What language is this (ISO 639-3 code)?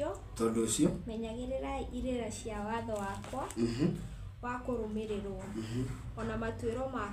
kik